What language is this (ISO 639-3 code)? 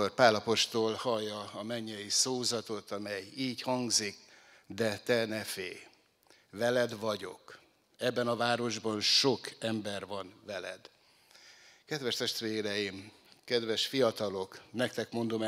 hun